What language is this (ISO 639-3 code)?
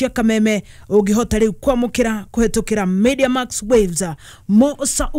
kik